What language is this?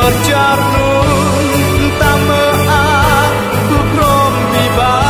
Central Mnong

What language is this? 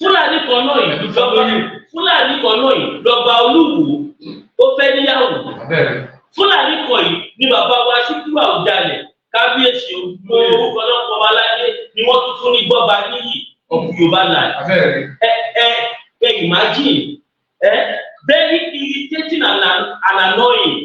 Yoruba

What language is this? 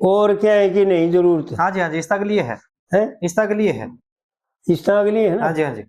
Haryanvi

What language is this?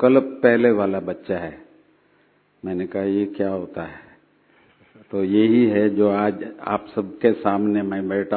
Hindi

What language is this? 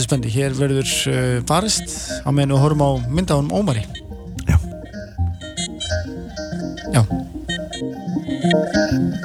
Icelandic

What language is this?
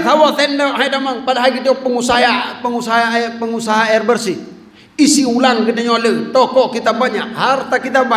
Achinese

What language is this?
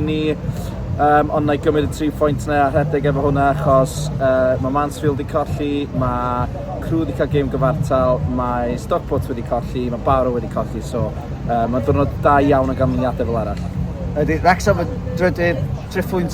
Welsh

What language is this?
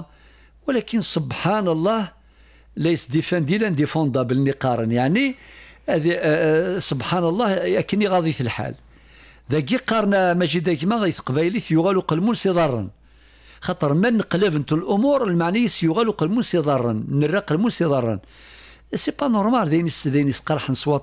Kabyle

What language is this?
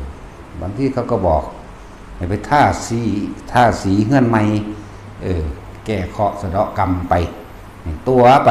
Northeastern Thai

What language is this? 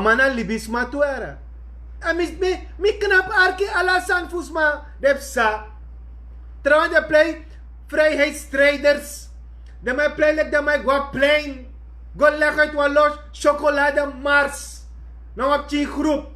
Sranan Tongo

